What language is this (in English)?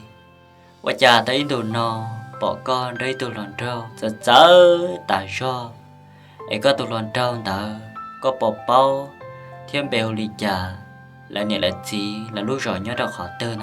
Hmong